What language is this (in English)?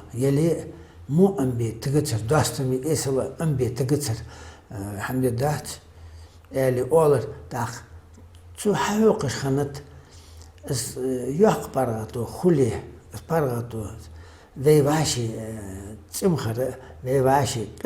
Ingush